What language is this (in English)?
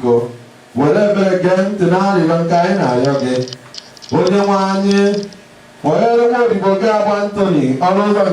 Igbo